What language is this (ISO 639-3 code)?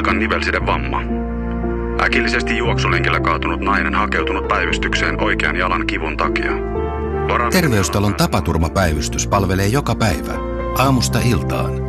fin